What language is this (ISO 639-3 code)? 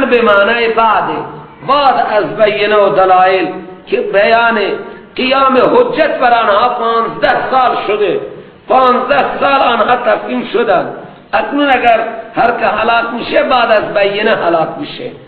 fas